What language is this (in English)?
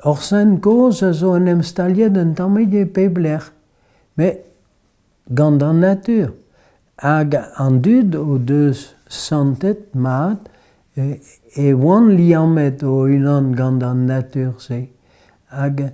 Breton